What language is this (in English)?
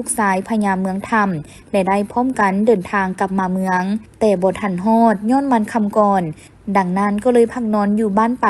Lao